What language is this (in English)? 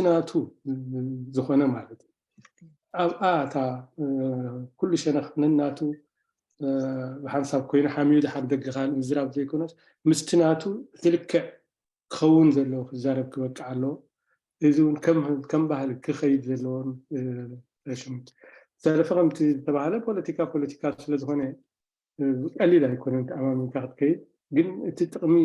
Tigrinya